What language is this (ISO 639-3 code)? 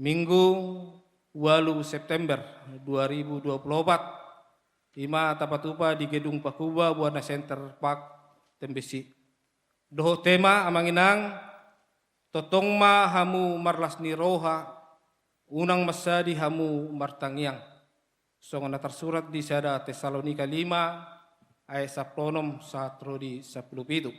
bbc